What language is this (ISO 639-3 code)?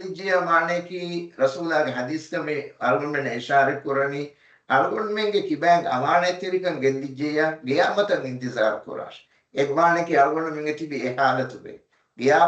div